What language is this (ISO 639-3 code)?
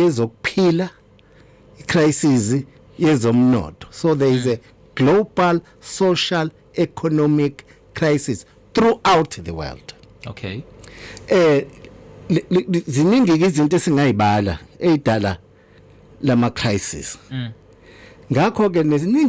zul